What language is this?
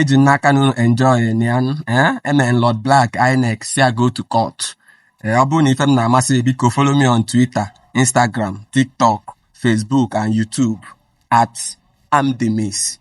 Igbo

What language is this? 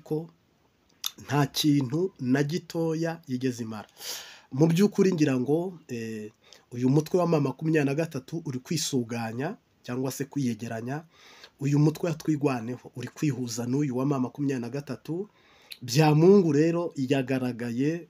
Kinyarwanda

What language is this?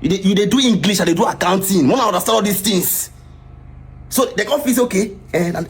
Nigerian Pidgin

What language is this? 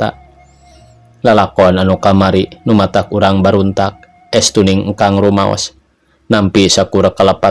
Sundanese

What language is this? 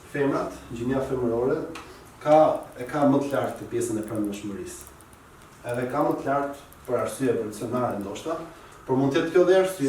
Albanian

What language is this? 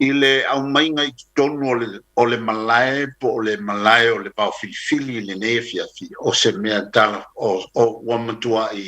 Samoan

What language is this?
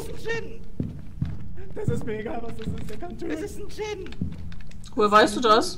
German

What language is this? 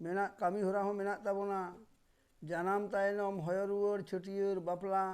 Santali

